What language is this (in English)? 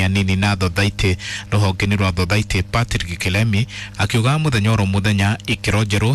Kikuyu